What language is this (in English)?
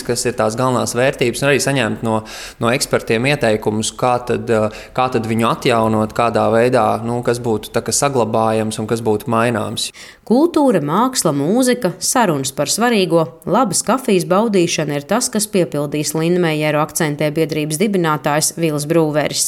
Latvian